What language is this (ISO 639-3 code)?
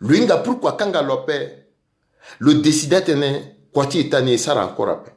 sag